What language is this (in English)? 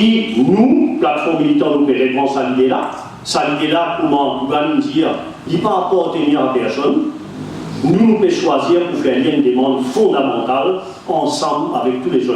Morisyen